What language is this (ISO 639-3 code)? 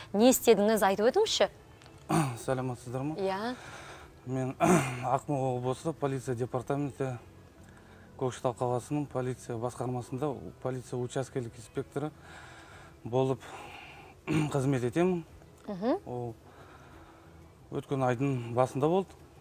kaz